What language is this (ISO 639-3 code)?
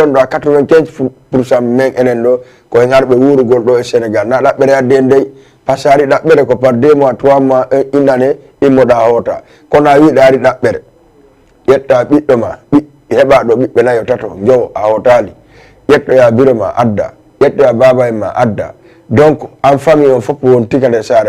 ful